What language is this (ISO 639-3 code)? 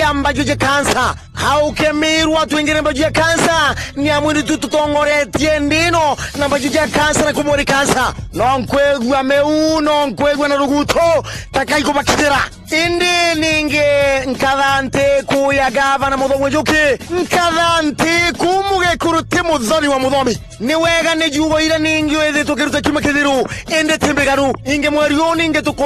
mer